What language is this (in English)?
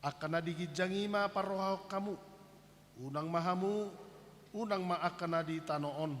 Batak Toba